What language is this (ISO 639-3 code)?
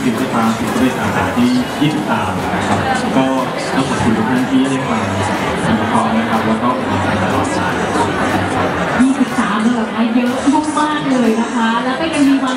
tha